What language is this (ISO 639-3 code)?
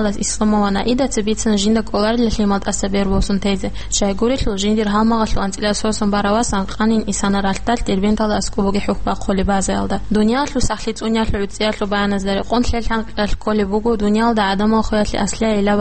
ava